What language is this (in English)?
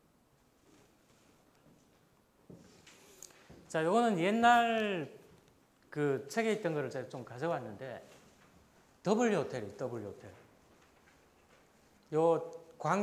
Korean